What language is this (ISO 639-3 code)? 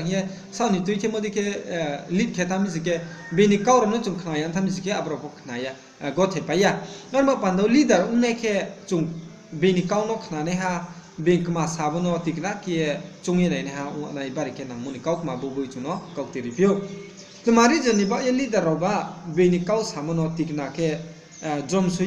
ria